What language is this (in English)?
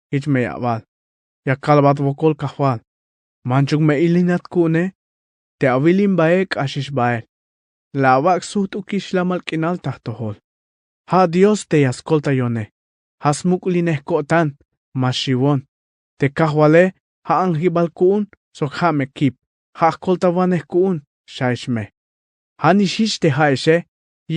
Tzeltal